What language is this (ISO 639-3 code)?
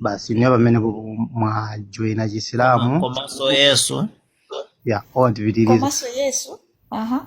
nya